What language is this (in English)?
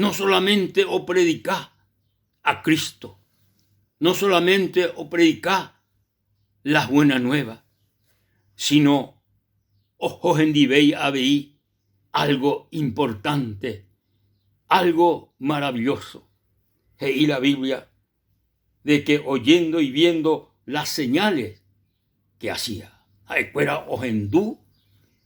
Guarani